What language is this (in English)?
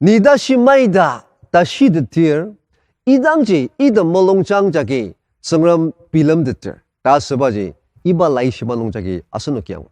Ao Naga